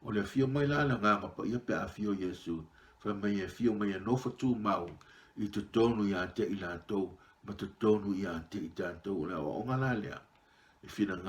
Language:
Samoan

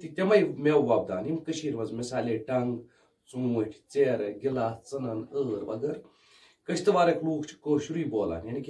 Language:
Kashmiri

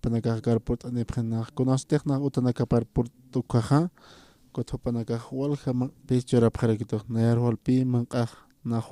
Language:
Aymara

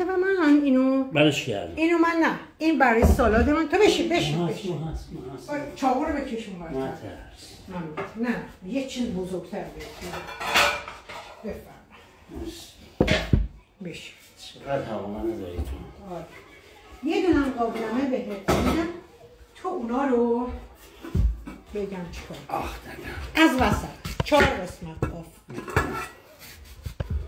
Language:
Persian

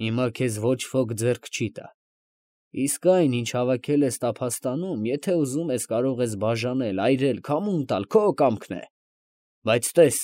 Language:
Armenian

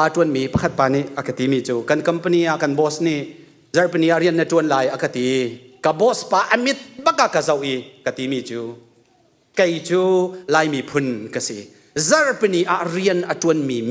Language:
Hakha Chin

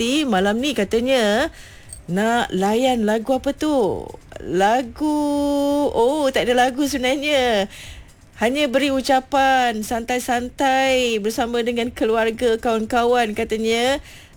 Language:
Malay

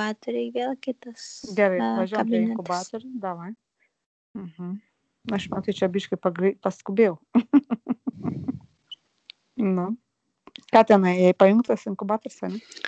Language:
Lithuanian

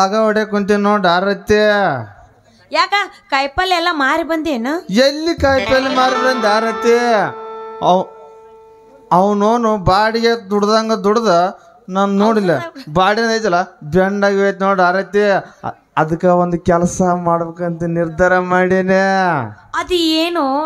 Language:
Kannada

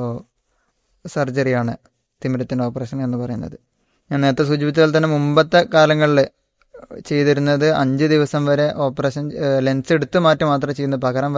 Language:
Malayalam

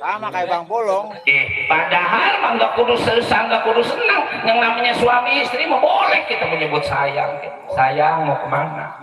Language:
Betawi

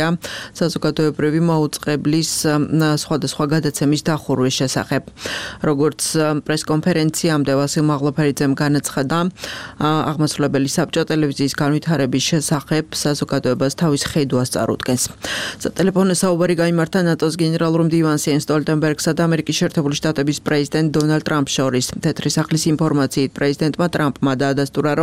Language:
Georgian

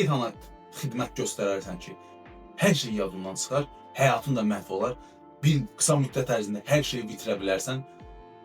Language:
Azerbaijani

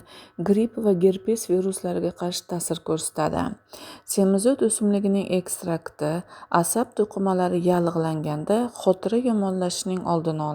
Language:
Uzbek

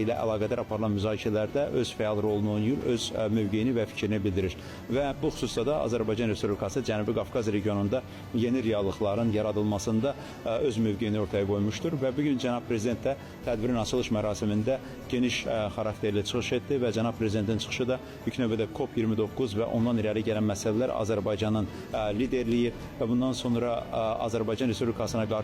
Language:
Azerbaijani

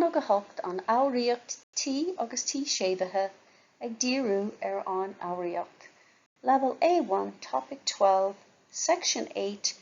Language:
Irish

